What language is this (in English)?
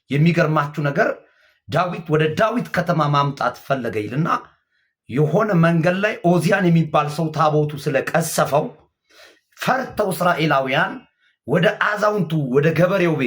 Amharic